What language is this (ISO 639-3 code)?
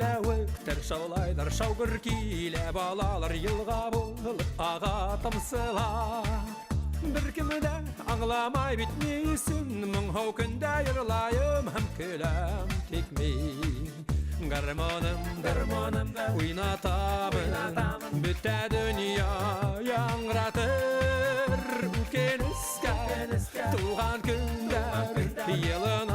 bak